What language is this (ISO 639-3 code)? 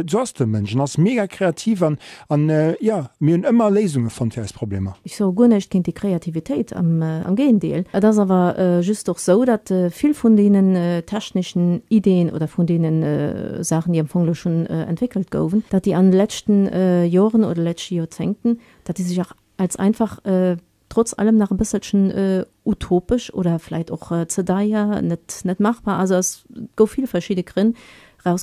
ltz